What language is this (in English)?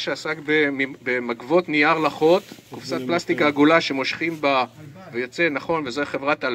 Hebrew